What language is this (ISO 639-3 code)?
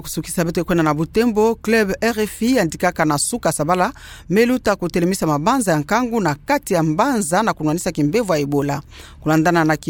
ktu